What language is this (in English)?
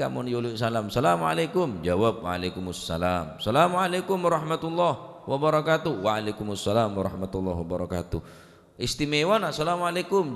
Madurese